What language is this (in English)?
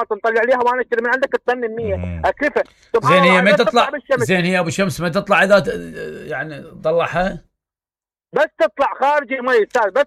Mesopotamian Arabic